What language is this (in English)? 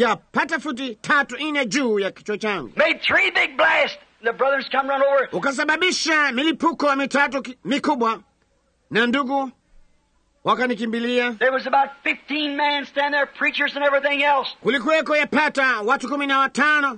Swahili